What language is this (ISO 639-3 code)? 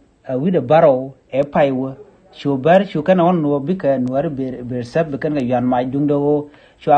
nus